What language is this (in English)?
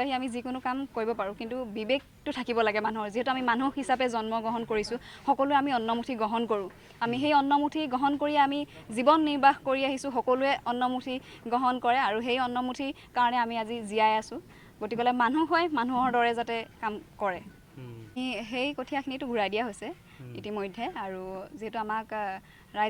Assamese